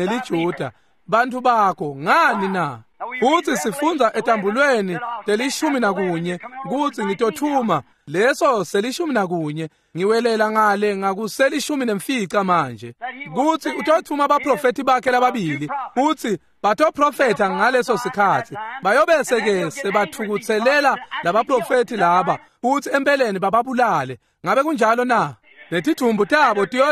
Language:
Swati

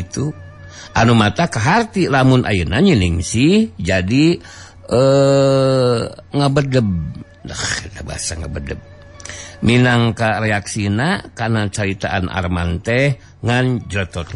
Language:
Sundanese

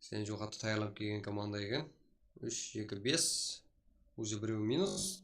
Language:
Kara-Kalpak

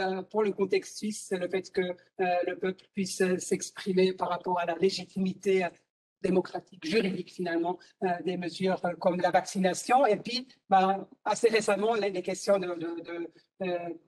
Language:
French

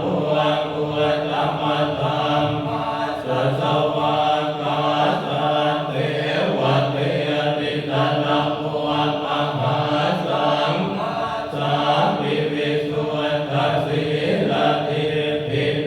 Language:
Pali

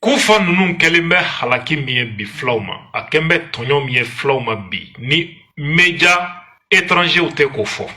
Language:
Bambara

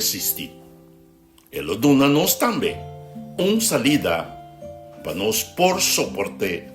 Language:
Papiamento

